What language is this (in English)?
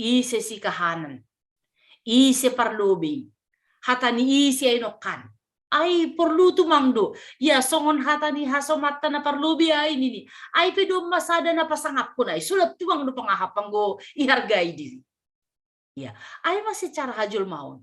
Batak Simalungun